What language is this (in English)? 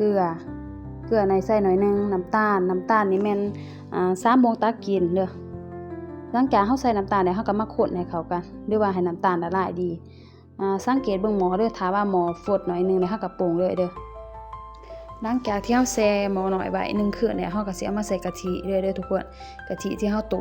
Lao